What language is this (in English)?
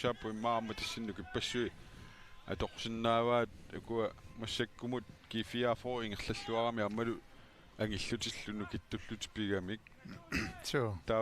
Kalaallisut